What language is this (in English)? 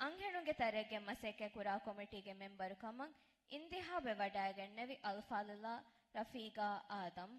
Divehi